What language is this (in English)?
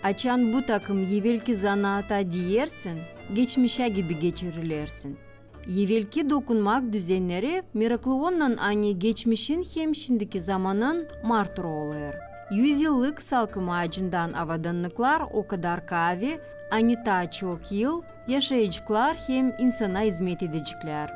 Gagauz